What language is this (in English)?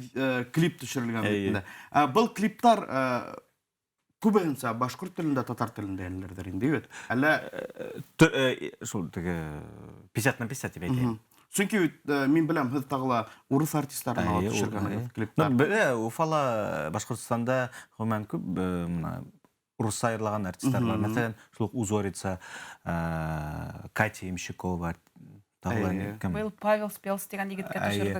Bashkir